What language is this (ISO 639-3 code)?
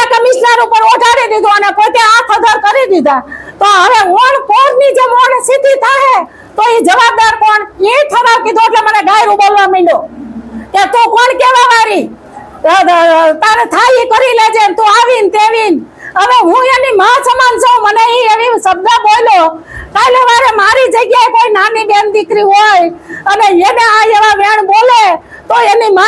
guj